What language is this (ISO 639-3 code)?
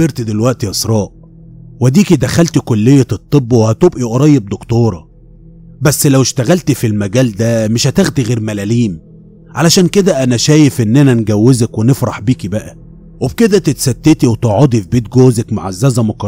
arz